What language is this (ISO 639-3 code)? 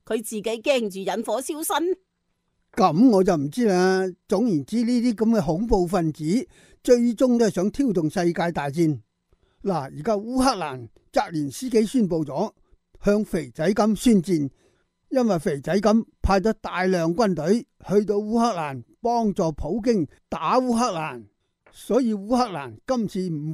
yue